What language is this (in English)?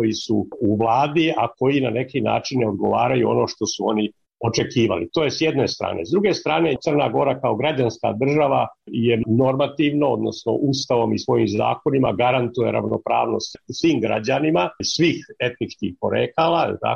Serbian